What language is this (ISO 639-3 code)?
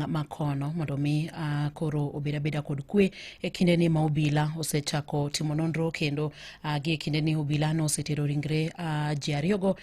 luo